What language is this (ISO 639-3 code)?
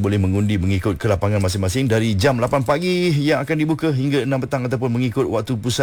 msa